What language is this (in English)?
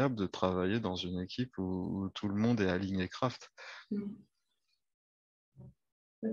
French